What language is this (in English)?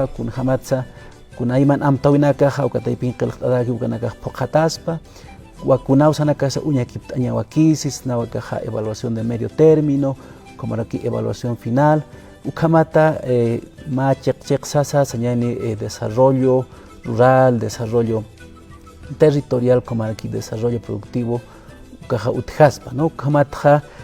Aymara